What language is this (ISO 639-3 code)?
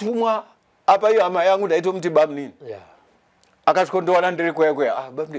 sna